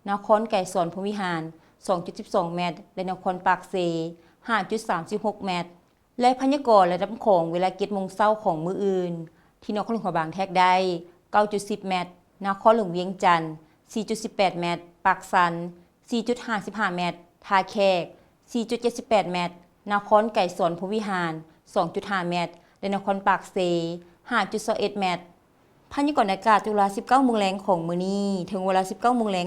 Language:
Lao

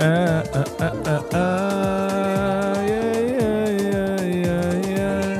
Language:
Yiddish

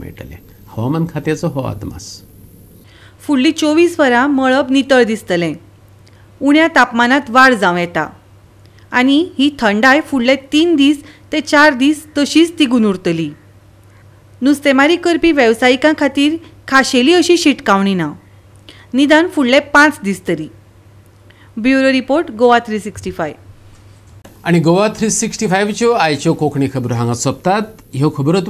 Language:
Konkani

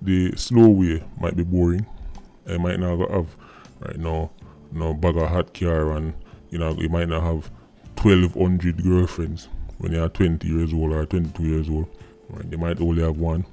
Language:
Jamaican Creole English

